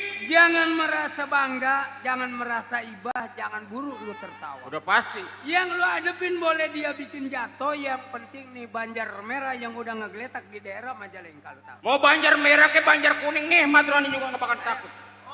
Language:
Betawi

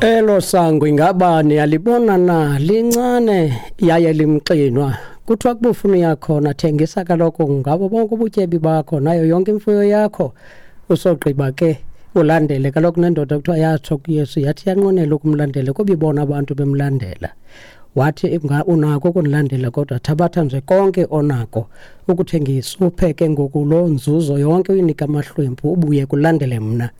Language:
Xhosa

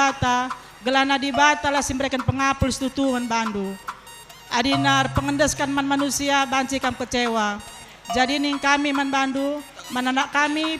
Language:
Batak Karo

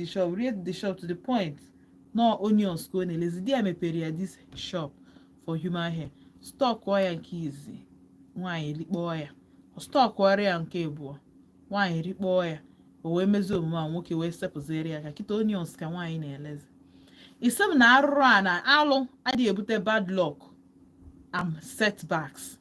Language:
Igbo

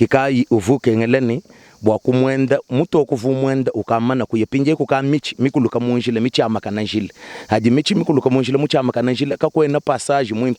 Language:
Luba-Lulua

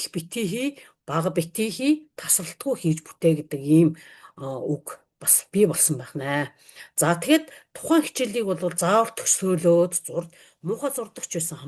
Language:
Mongolian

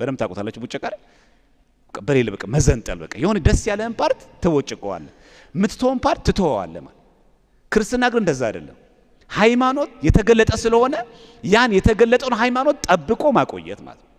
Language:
Amharic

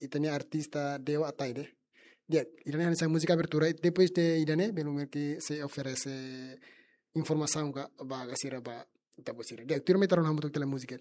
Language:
Tetum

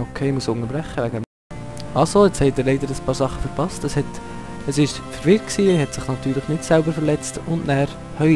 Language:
Swiss German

